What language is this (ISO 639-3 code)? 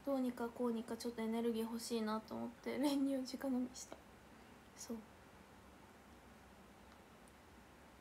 jpn